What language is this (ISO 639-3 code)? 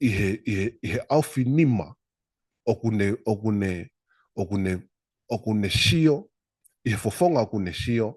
ton